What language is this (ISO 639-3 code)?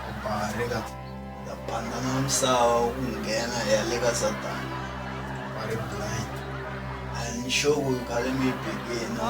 tso